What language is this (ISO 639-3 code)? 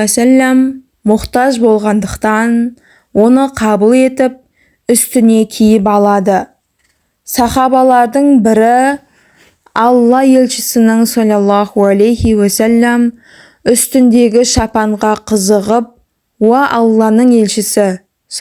kaz